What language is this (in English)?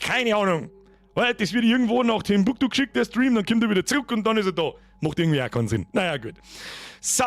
Bavarian